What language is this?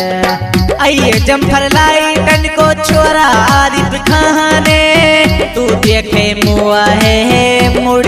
Haryanvi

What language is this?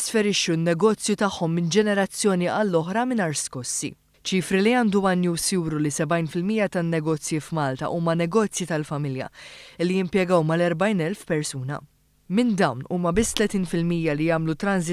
Maltese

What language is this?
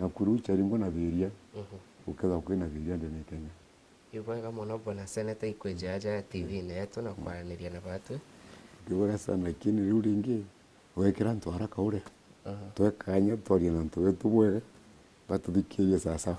Meru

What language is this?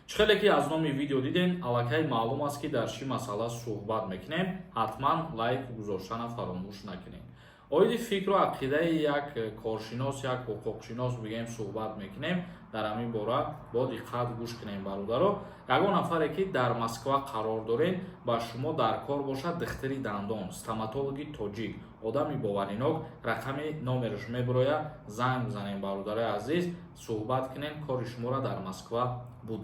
Tajik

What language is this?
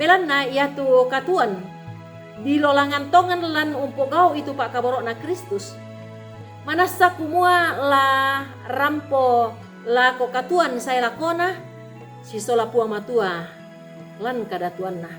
Toraja-Sa'dan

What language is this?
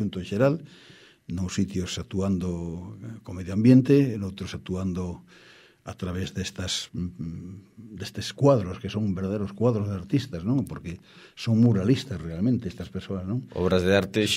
Galician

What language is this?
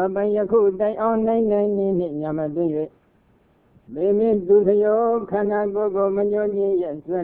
Burmese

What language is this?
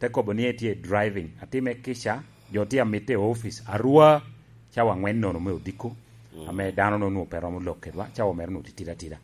Lango (Uganda)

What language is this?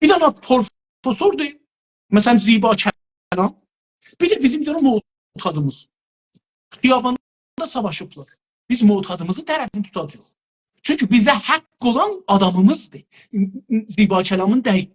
South Azerbaijani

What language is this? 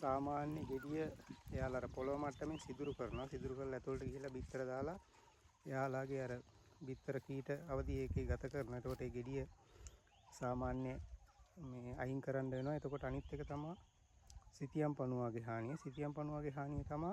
Sinhala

